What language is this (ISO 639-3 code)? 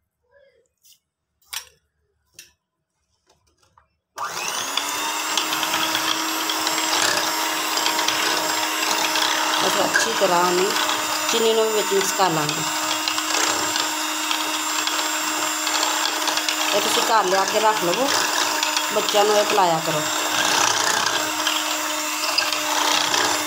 pan